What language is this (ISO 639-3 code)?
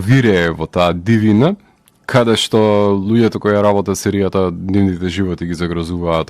mkd